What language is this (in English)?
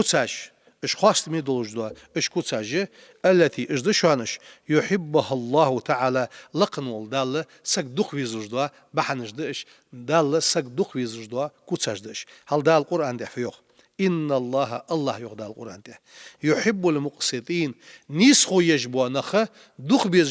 Ingush